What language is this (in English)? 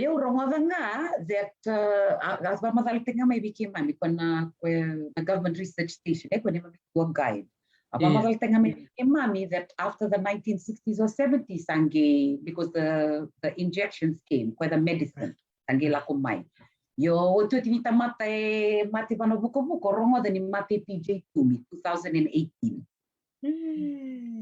Fijian